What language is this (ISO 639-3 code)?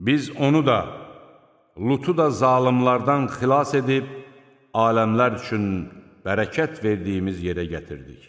aze